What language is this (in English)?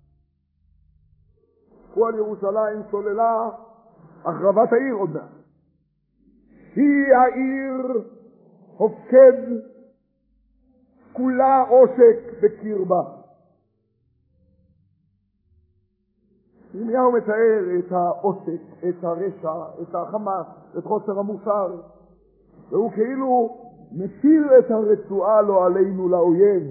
Hebrew